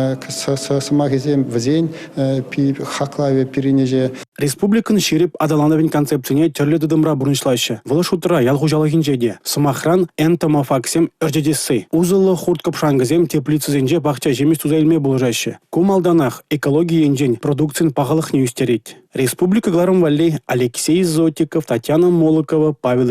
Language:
Chuvash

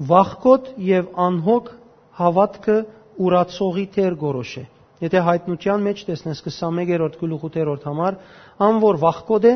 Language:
Western Armenian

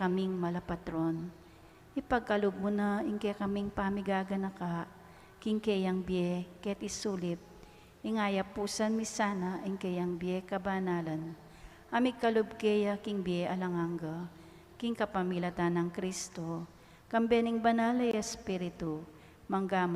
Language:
Pampanga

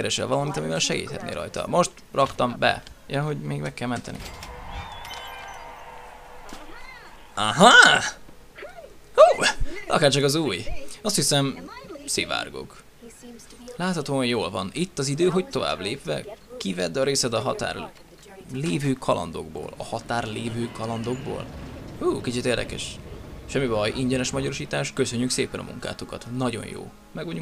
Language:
Hungarian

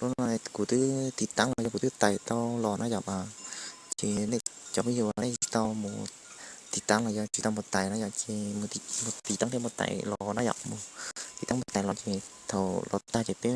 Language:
Hmong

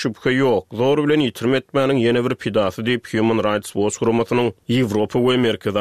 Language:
Turkmen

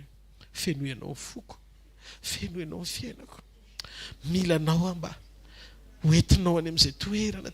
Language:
Malagasy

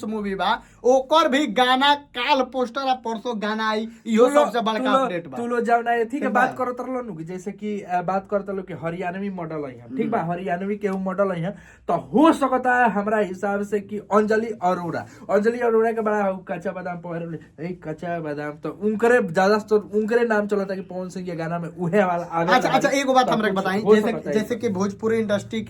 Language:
Bhojpuri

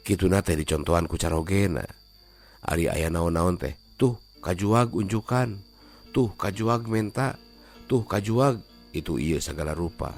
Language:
Sundanese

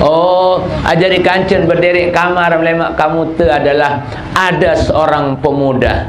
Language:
Sasak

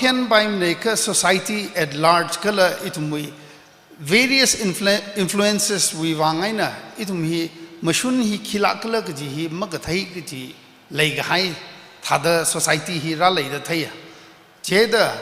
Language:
Tangkhul Naga (India)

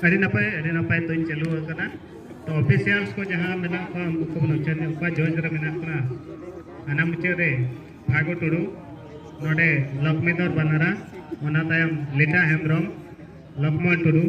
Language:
Santali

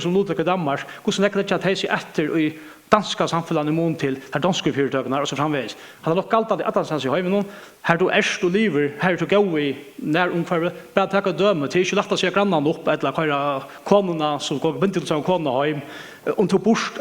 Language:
Faroese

